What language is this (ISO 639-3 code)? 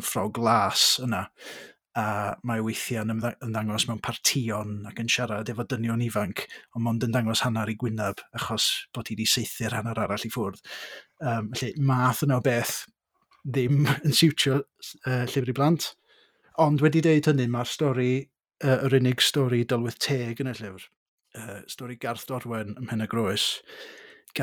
cym